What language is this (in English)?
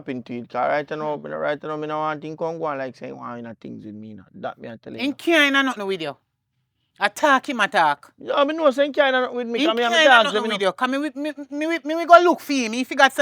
Jamaican Creole English